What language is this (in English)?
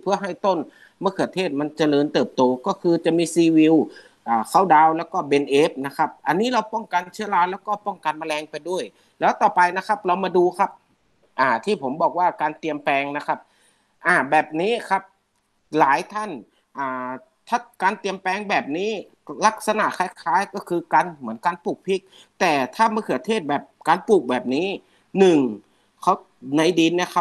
Thai